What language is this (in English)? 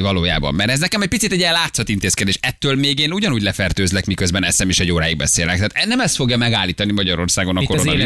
Hungarian